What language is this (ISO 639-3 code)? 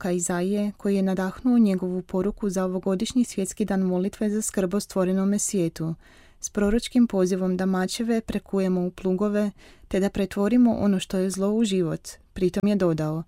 hrv